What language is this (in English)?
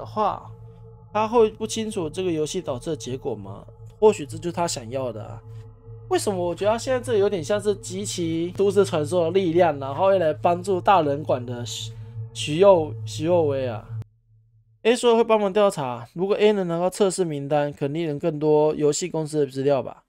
Chinese